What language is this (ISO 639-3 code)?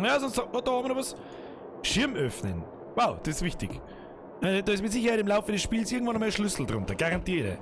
bar